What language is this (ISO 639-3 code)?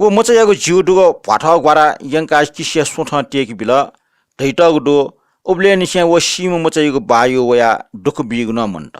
new